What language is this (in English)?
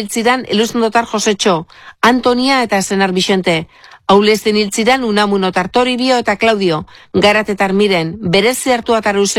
Basque